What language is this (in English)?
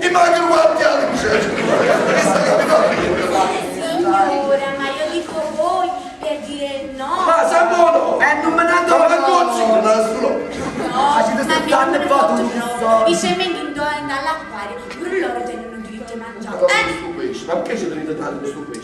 Neapolitan